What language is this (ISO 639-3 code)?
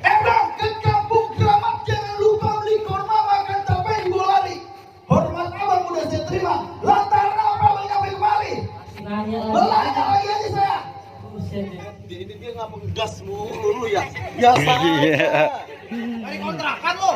bew